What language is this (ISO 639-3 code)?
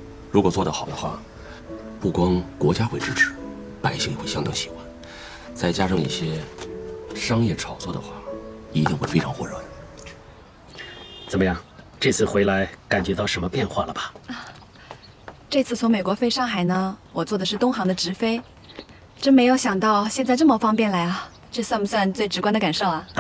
zho